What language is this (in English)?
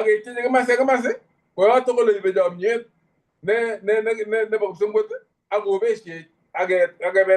Kalenjin